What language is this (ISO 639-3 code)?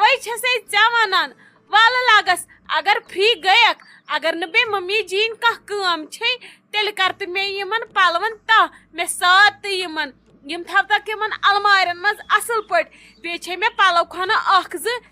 kas